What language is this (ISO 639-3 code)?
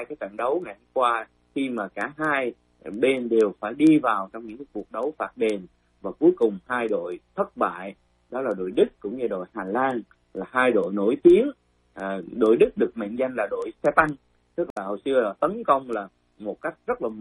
vie